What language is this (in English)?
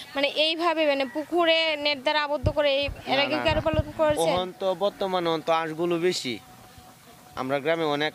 Bangla